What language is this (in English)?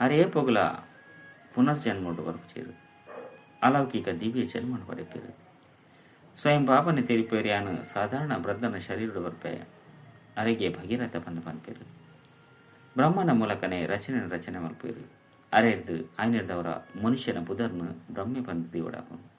Tulu